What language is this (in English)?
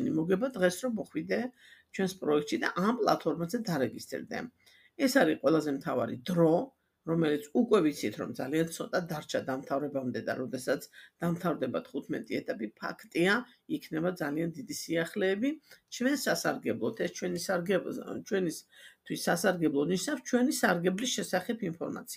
Georgian